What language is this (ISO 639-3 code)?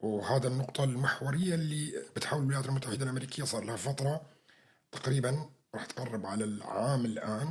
apc